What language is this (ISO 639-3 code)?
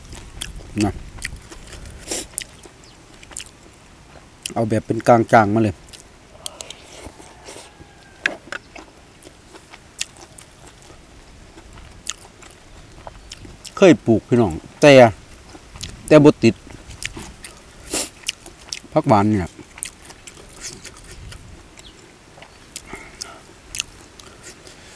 tha